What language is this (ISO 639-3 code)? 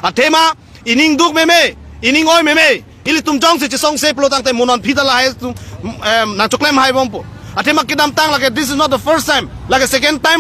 mjw